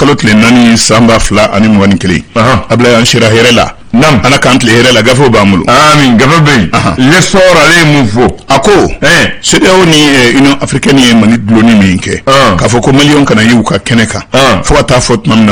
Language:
Bambara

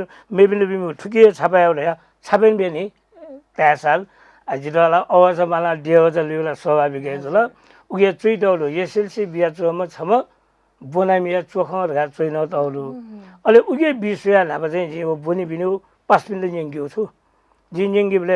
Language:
Newari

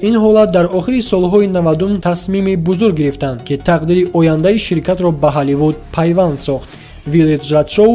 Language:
Tajik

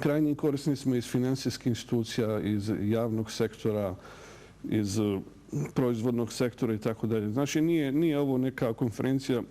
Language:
Bosnian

